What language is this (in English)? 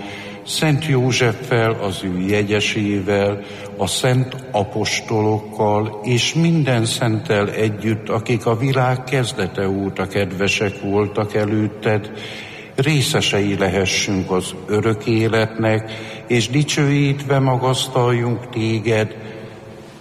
Hungarian